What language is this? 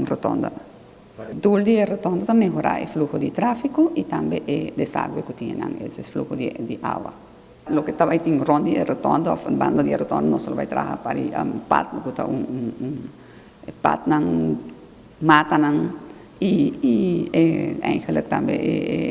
Papiamento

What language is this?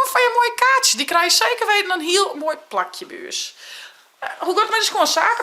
Western Frisian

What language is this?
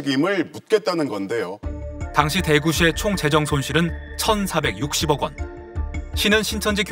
Korean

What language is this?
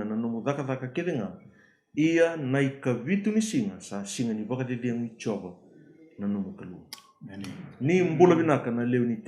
Fijian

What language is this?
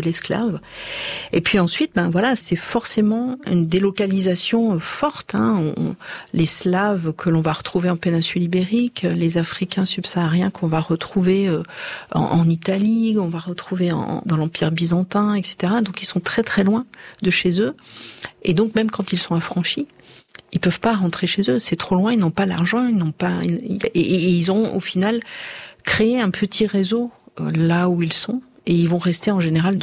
French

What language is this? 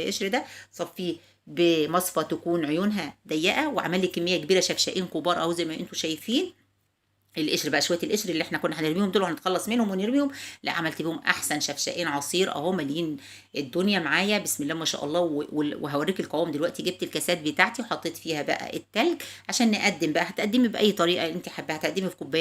Egyptian Arabic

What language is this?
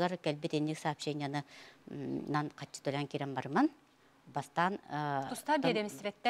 Yakut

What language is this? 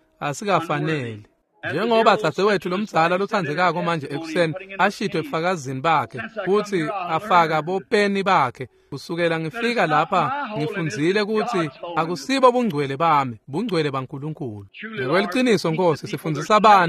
Swati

